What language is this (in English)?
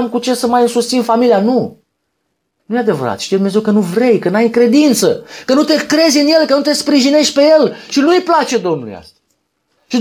Romanian